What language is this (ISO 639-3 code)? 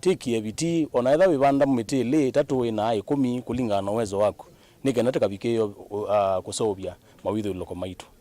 kam